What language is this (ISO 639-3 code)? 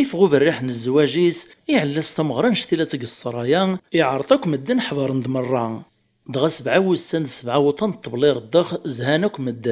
kab